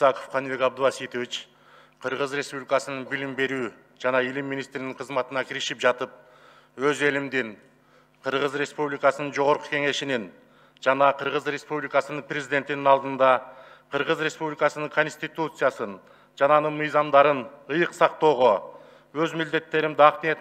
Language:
Kyrgyz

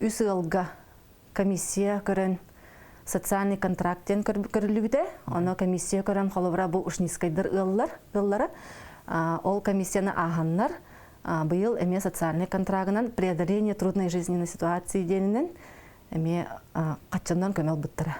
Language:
Yakut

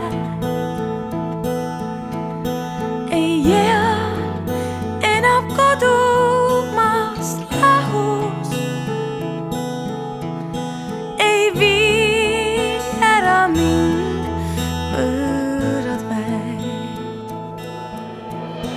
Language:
Estonian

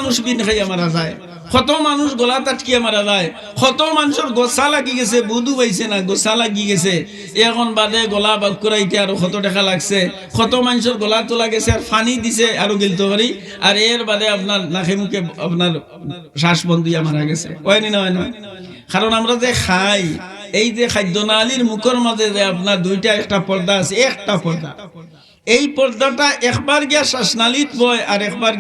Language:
Sylheti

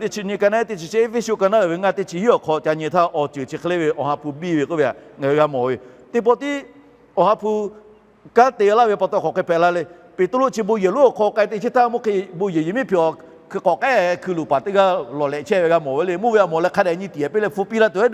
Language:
Lahu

